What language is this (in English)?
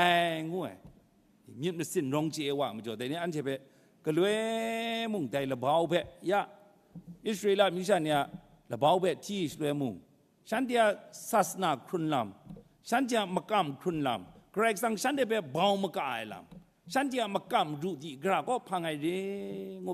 Kachin